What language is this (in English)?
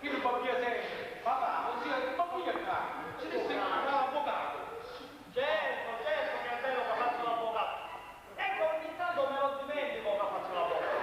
Sicilian